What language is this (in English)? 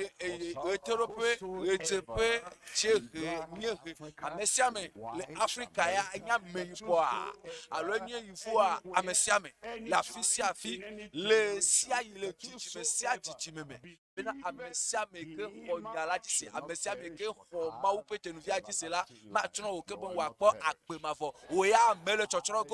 Ewe